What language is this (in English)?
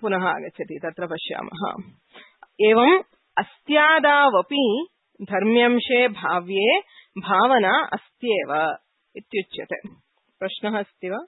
Sanskrit